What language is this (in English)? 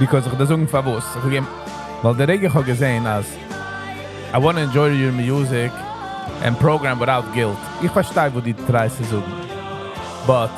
Yiddish